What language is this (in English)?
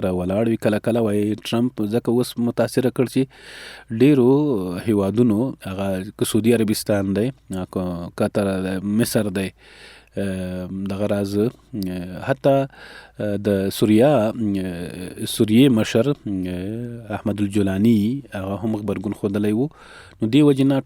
Pashto